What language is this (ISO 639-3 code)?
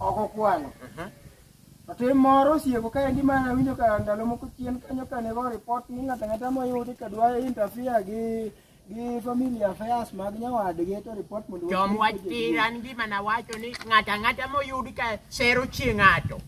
luo